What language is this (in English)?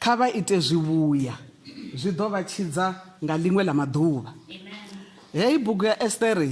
Venda